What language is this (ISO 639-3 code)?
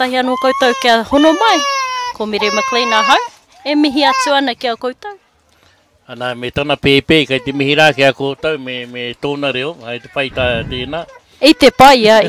mri